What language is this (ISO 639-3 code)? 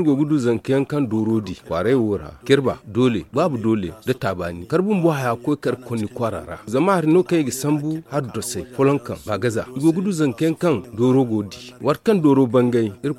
dje